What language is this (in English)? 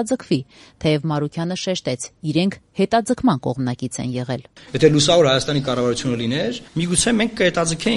Armenian